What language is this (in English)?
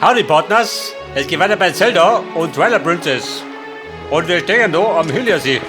Bavarian